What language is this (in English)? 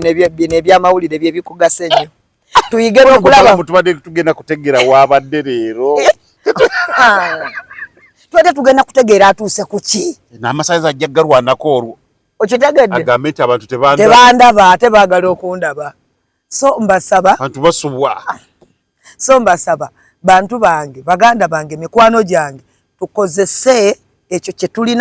Ganda